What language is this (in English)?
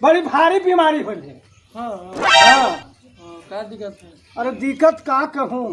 Magahi